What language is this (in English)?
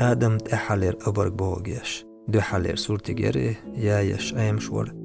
Chechen